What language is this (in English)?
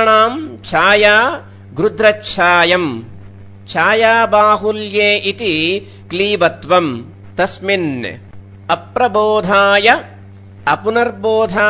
Sanskrit